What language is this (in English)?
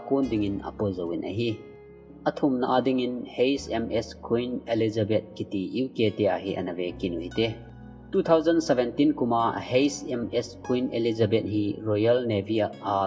Thado Chin